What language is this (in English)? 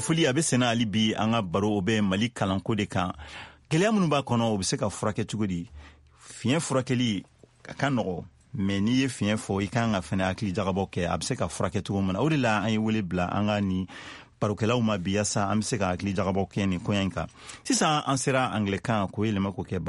Bambara